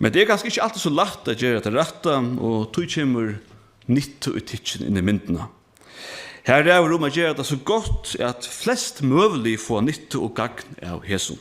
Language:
Faroese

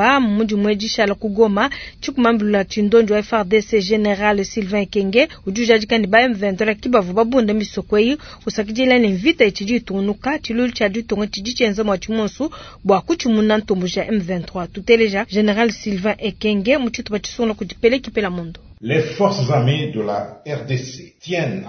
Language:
Luba-Lulua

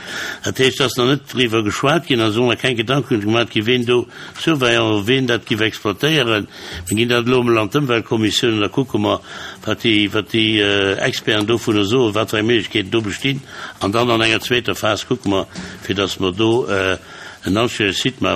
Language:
Luxembourgish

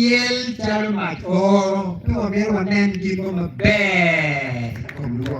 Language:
Acoli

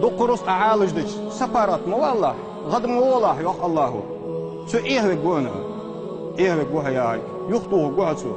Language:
Ingush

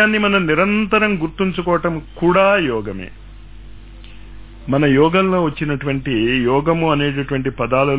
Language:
Telugu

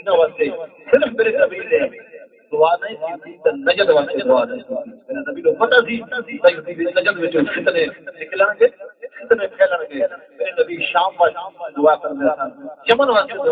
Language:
Saraiki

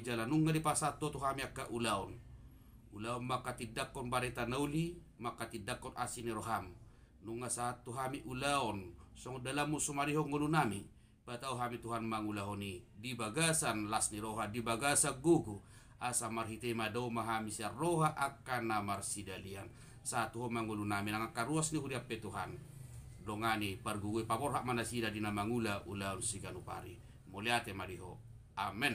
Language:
Batak Toba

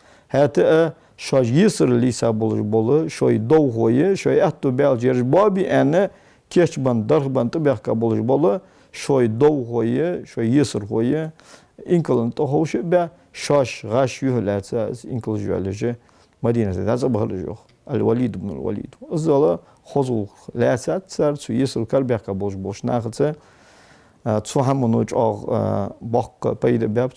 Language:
Ingush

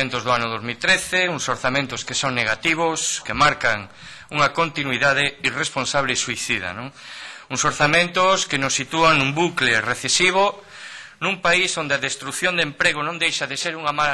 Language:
Galician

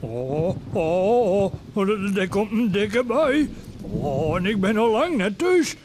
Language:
Western Frisian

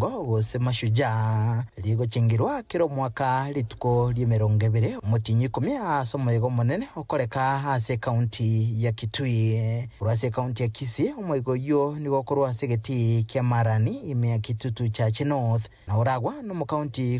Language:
Gusii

